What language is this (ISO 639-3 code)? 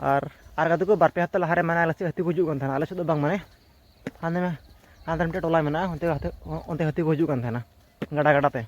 sat